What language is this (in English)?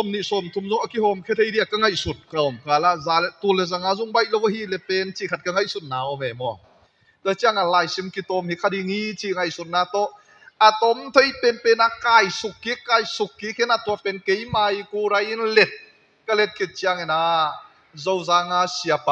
Tedim Chin